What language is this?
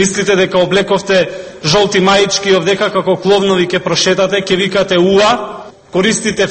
Macedonian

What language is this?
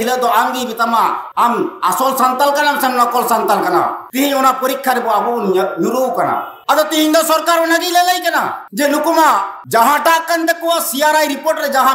Santali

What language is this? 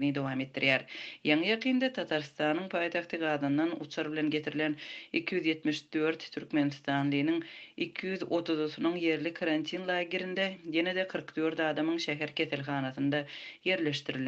Turkmen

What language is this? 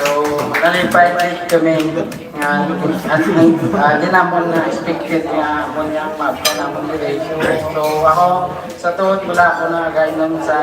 Hiligaynon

